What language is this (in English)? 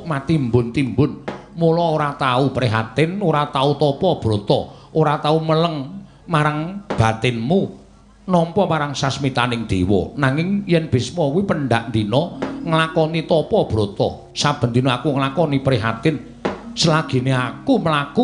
Javanese